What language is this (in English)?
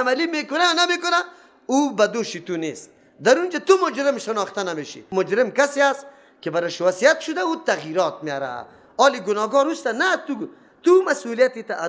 Persian